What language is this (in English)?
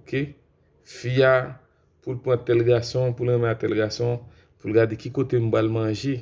Haitian Creole